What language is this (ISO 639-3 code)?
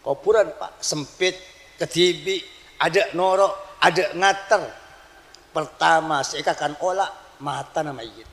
mad